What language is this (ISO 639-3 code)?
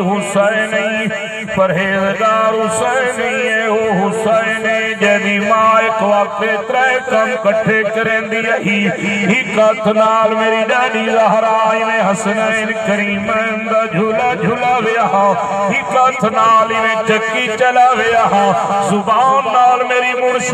skr